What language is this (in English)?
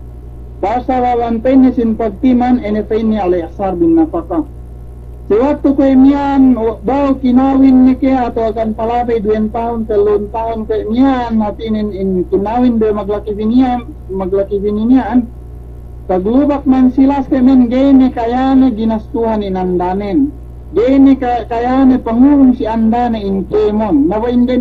Yakan